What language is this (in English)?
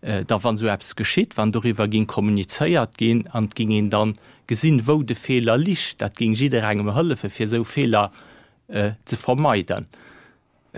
Luxembourgish